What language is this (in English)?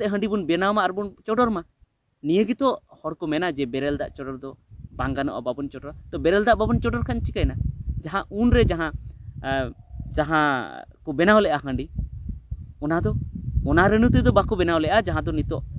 Santali